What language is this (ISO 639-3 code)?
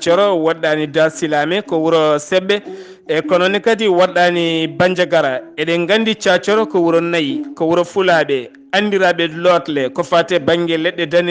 ful